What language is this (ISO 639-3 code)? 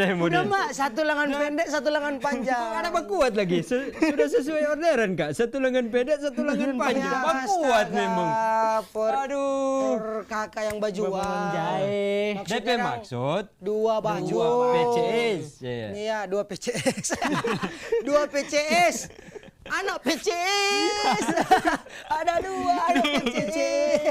xmm